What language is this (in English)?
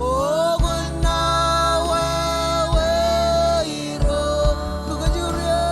Marshallese